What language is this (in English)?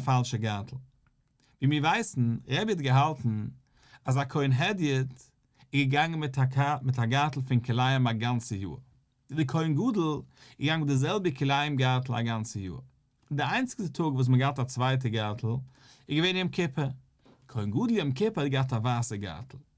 Yiddish